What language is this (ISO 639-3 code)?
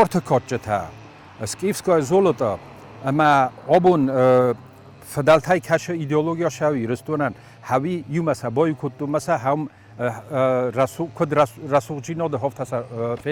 oss